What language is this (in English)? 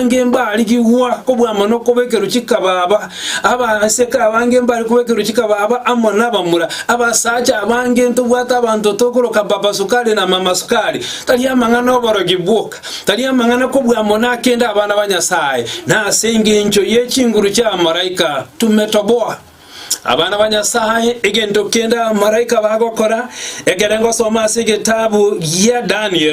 Gusii